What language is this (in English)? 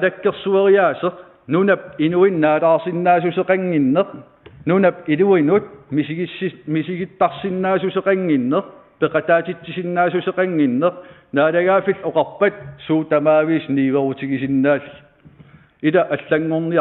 Kalaallisut